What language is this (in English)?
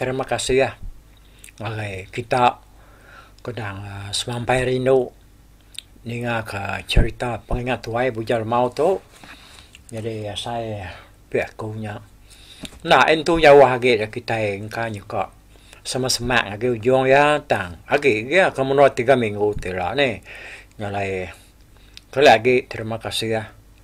Iban